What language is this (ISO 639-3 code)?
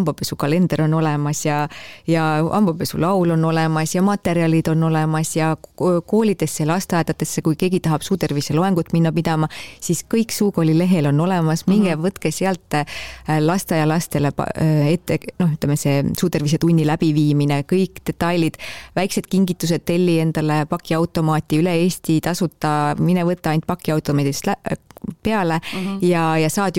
est